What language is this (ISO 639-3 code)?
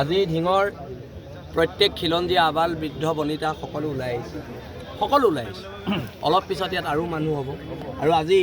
asm